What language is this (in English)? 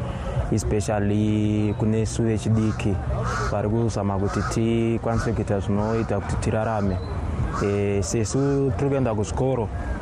Shona